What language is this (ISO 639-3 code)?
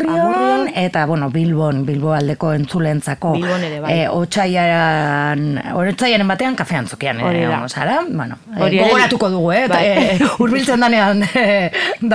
eus